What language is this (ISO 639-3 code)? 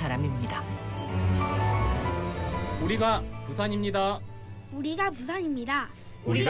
kor